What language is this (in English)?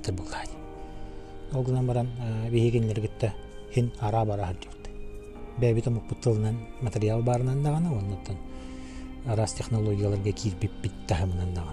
Yakut